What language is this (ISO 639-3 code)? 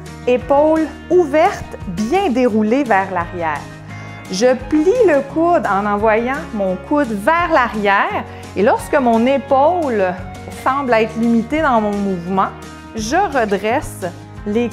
fra